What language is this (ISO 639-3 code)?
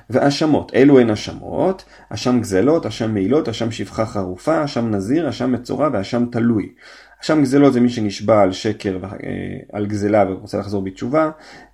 heb